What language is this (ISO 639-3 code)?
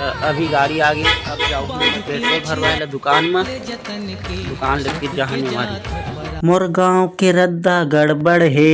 hne